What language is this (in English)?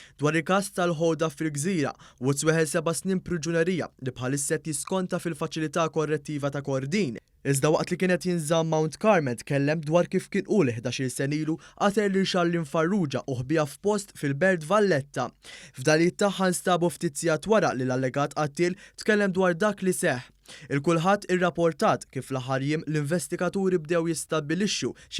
Maltese